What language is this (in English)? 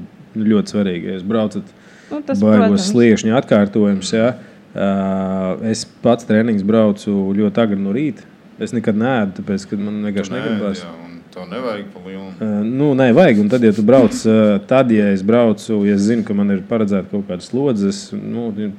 Latvian